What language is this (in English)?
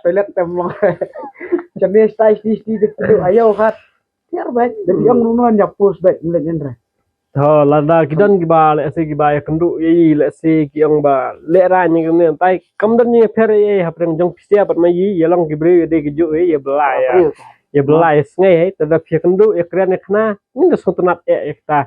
Khasi